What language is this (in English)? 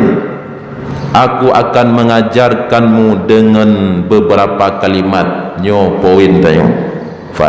Achinese